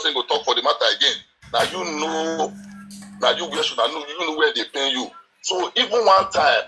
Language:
Nigerian Pidgin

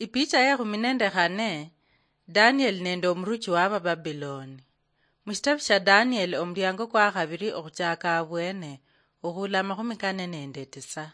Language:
Luyia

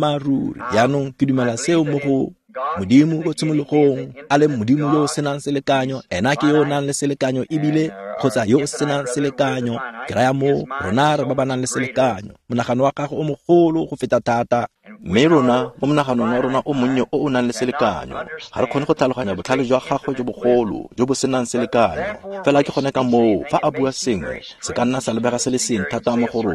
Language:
Tswana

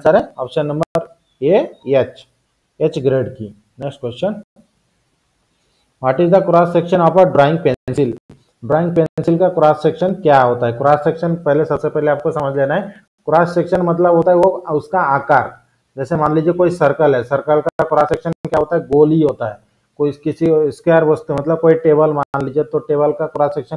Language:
Hindi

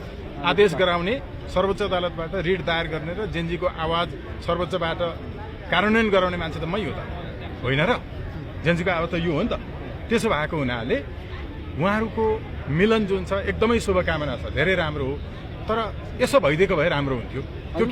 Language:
Nepali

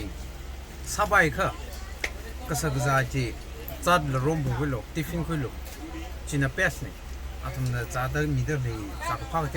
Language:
Tangkhul Naga (India)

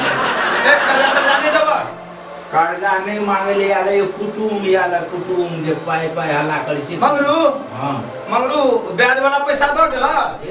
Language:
Maithili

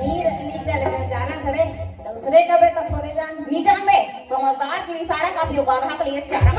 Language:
Chhattisgarhi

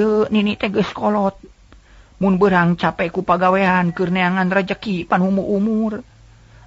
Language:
Sundanese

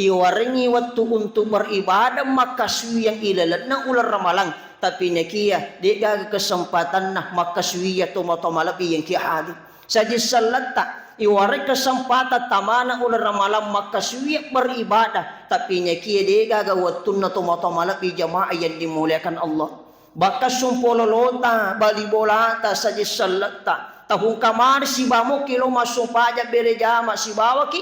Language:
Buginese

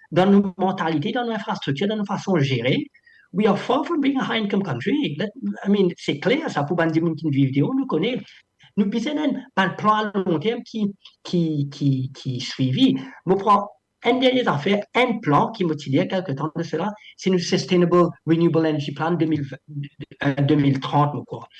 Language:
Morisyen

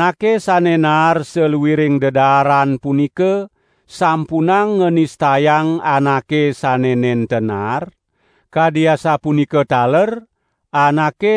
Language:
Balinese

